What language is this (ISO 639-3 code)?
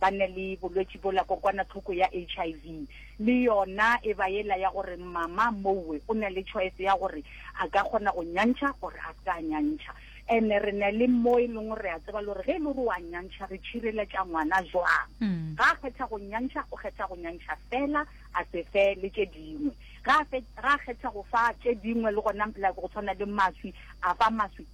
nso